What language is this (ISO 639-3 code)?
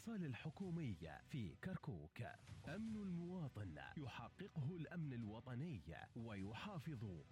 acm